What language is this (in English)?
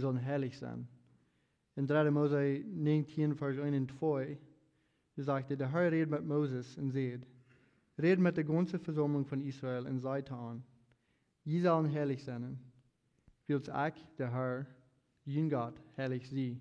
Plautdietsch